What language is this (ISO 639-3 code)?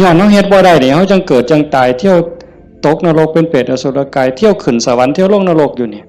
tts